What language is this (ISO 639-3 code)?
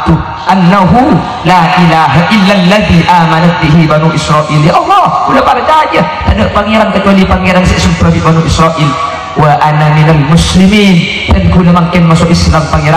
mad